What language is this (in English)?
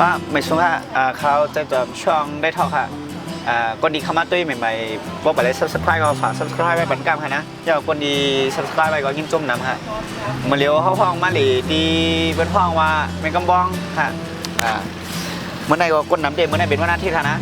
Shan